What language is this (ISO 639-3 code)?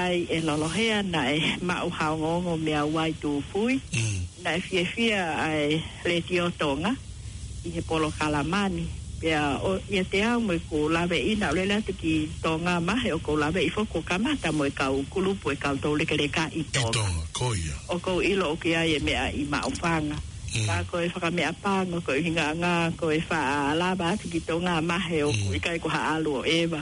ton